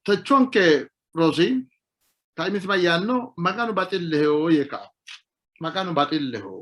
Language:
Sidamo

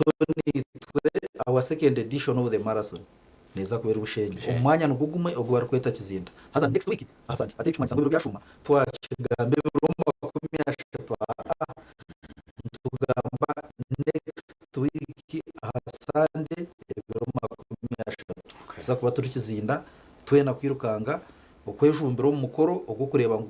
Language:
Nyankole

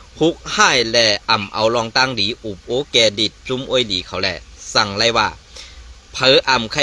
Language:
Shan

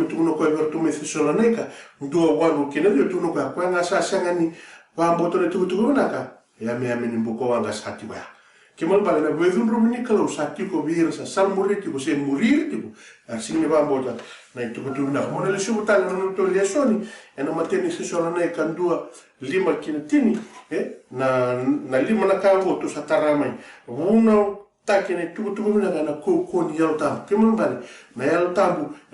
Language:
Fijian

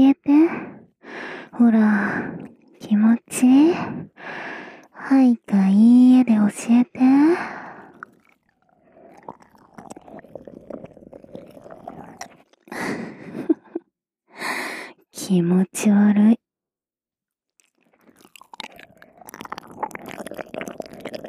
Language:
Japanese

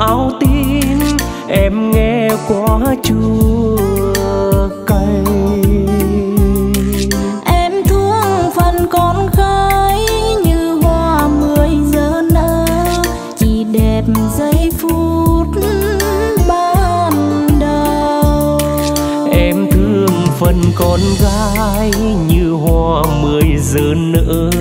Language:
Vietnamese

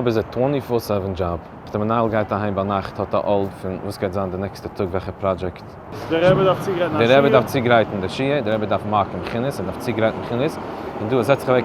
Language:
Yiddish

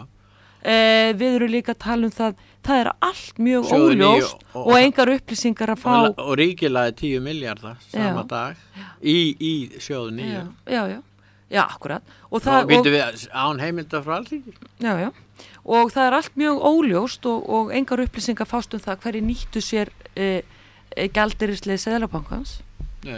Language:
Icelandic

